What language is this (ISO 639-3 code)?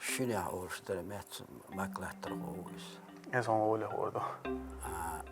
che